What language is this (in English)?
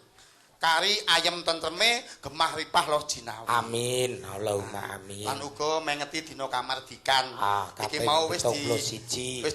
Javanese